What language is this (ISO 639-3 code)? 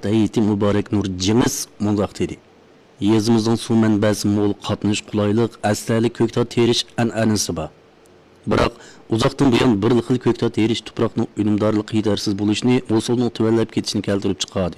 uig